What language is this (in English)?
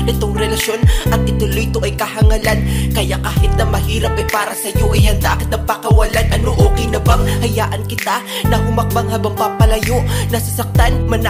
Filipino